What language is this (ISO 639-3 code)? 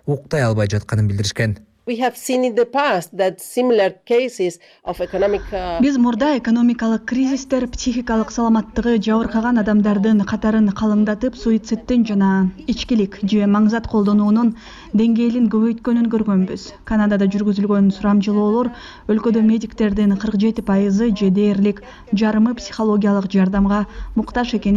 kir